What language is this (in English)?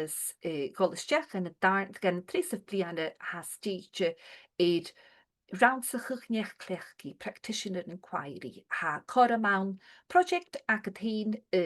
Scottish Gaelic